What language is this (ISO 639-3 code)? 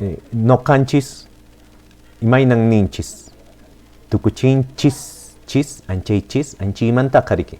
que